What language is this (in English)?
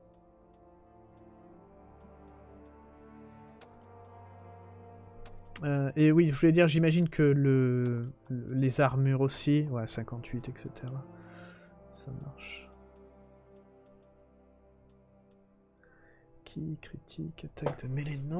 French